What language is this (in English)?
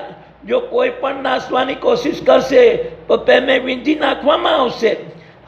Gujarati